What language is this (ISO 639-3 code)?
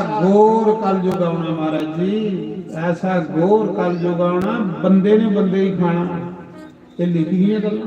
doi